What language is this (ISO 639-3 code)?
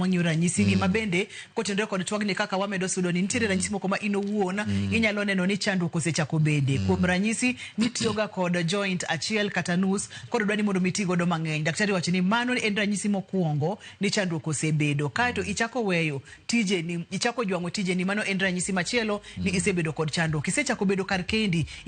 luo